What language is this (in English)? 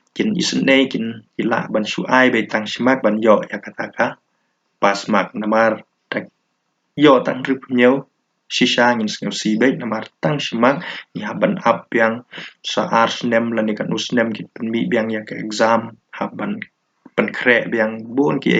Khasi